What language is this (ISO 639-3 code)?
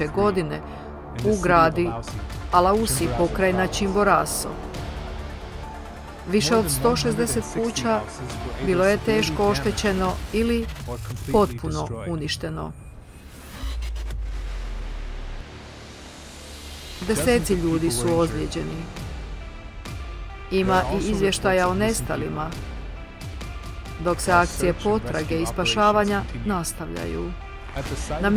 hrv